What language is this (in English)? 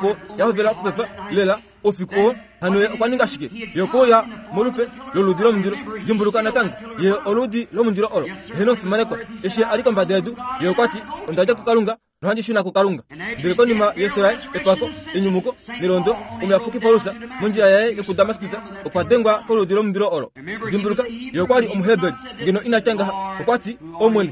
Kuanyama